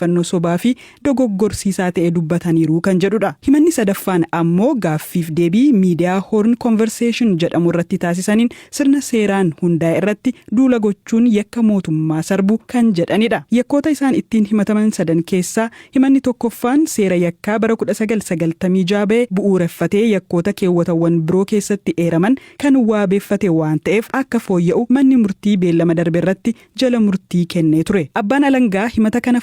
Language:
Oromo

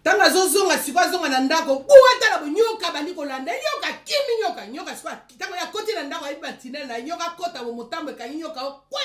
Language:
Lingala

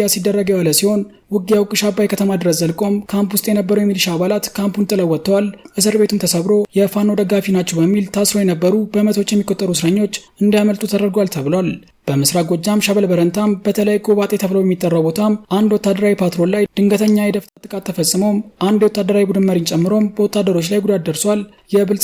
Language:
Amharic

